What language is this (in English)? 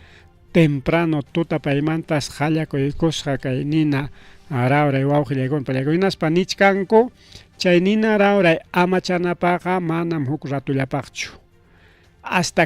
Ayacucho Quechua